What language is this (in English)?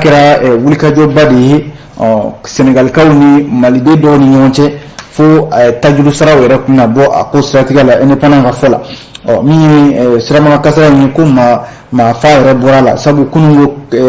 Bambara